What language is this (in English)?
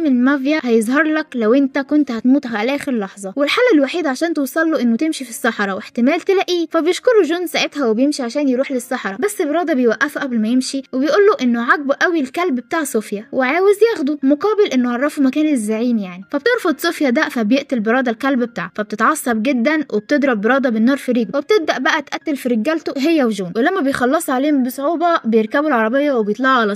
Egyptian Arabic